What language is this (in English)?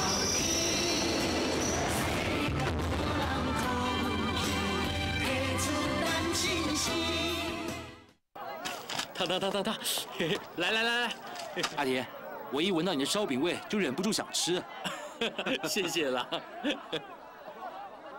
Chinese